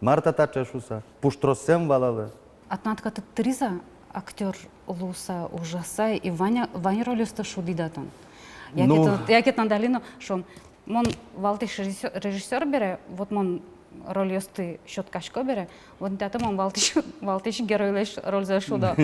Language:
Udmurt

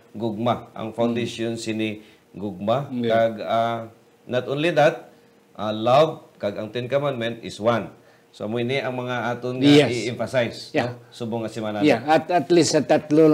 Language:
Hiligaynon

